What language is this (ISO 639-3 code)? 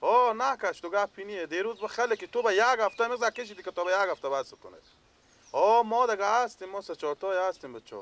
fas